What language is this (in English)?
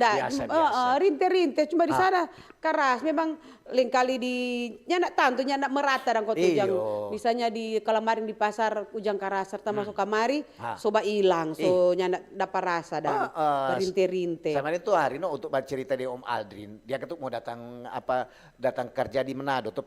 Manado Malay